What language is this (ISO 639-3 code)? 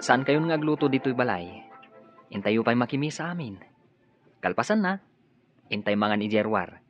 ilo